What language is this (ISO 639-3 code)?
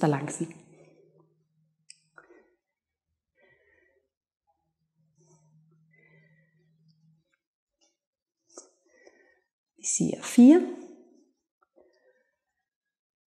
dan